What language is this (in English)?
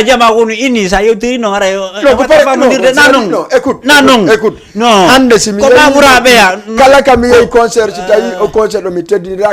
Fula